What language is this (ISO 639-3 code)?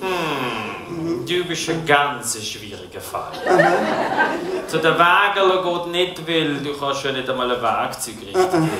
gsw